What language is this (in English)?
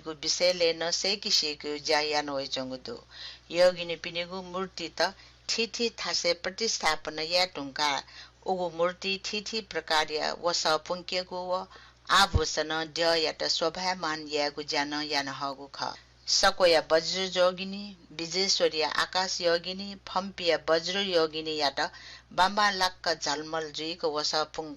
Newari